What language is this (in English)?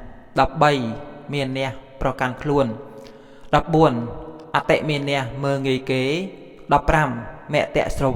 Khmer